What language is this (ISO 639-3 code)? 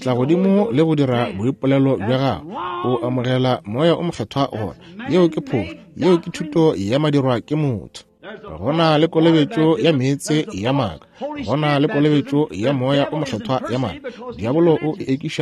nso